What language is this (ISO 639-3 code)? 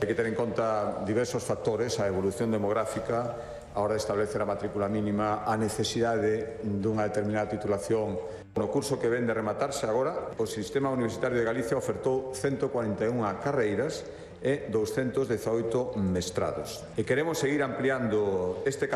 glg